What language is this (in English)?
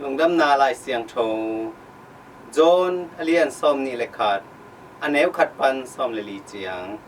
Tedim Chin